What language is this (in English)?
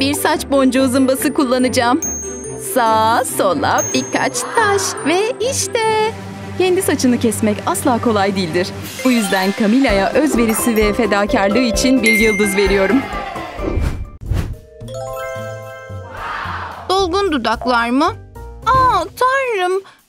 Turkish